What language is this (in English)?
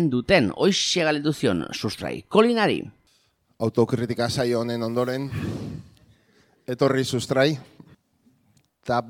Basque